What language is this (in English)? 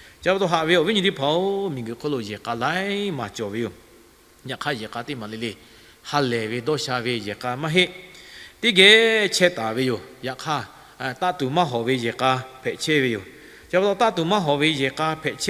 Lahu